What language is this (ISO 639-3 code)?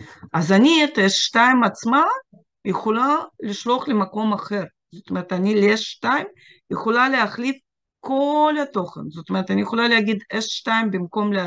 heb